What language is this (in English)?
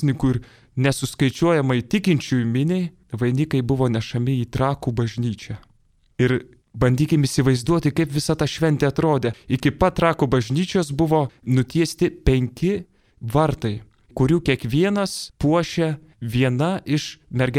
Lithuanian